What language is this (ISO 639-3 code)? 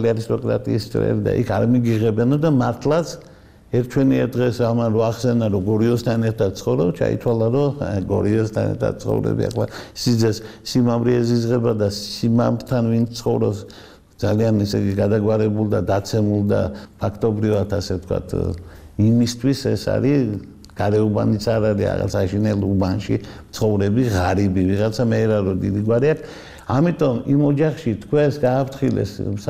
kat